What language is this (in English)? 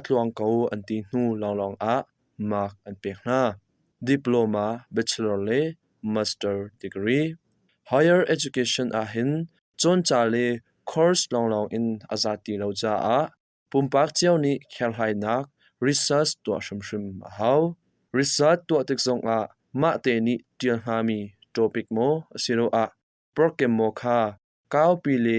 Hakha Chin